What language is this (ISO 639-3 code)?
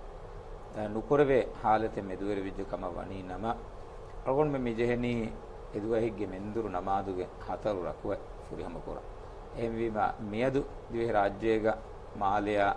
div